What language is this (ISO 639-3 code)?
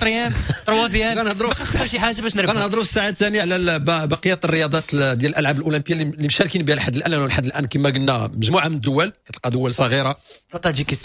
ary